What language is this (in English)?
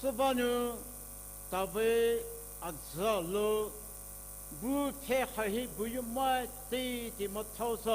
Poumei Naga